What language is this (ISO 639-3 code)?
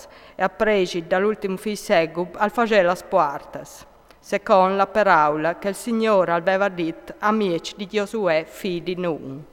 fur